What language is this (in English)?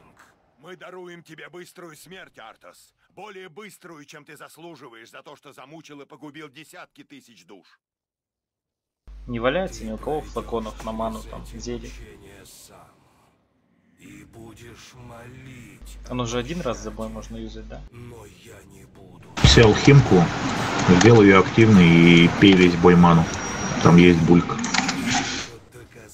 Russian